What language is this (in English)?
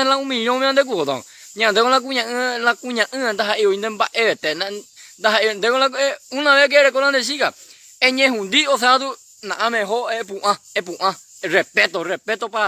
Guarani